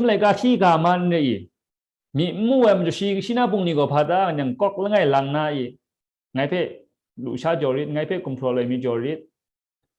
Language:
Kachin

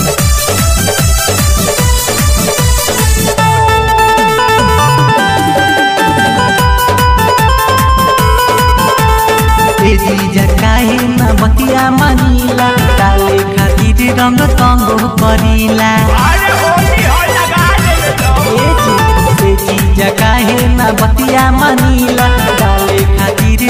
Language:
Bhojpuri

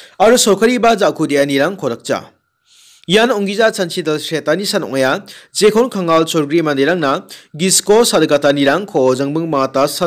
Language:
Garo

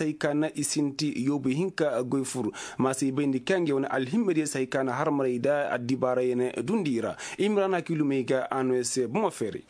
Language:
Koyraboro Senni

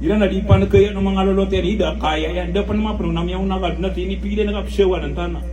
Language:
Maranao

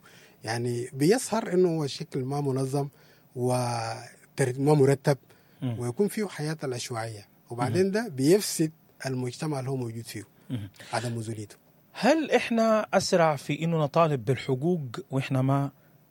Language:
Sudanese Arabic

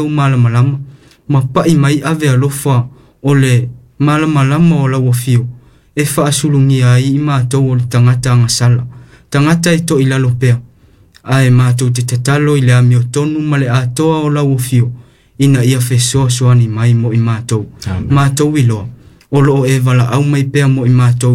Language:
Samoan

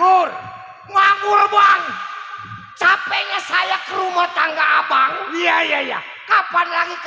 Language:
Betawi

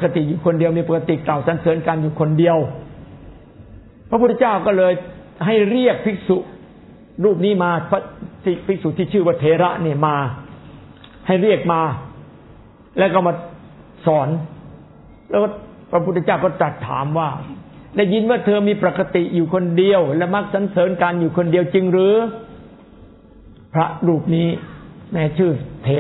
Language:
Thai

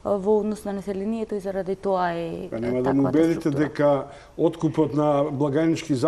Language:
Macedonian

